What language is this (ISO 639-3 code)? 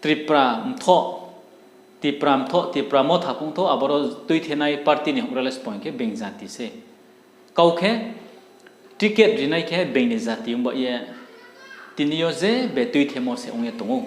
ria